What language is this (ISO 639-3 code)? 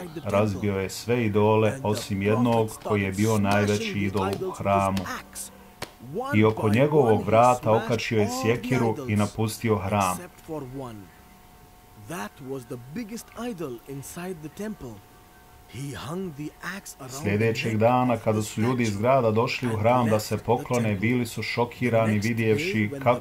bos